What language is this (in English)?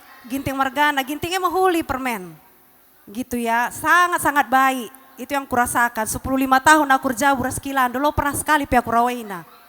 Batak Karo